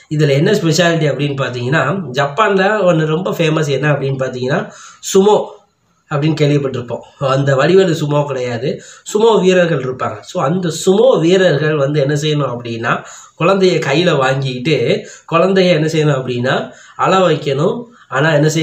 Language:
Tamil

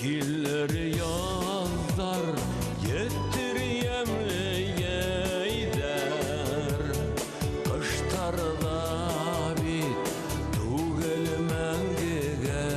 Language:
Bashkir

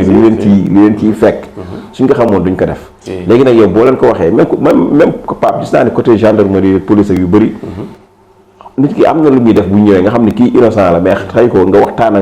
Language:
Wolof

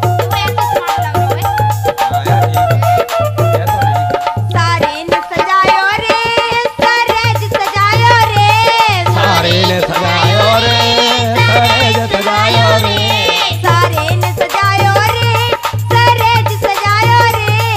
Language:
Haryanvi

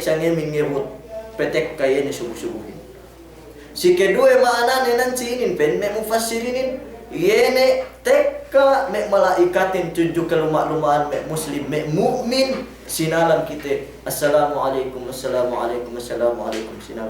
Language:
Yakan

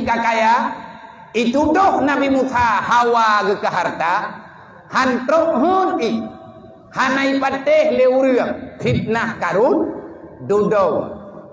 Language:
Achinese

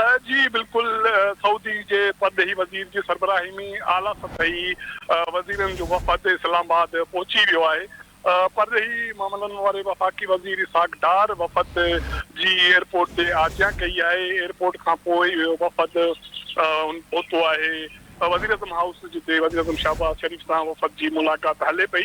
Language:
Sindhi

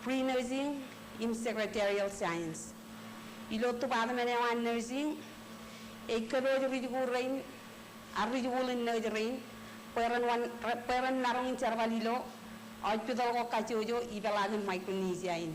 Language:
Marshallese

